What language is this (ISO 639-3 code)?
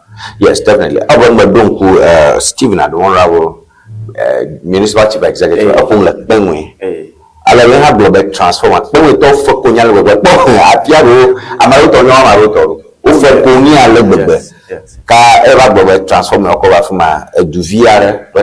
ewe